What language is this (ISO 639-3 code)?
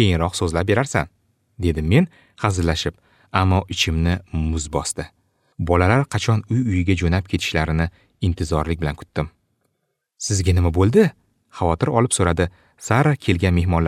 uzb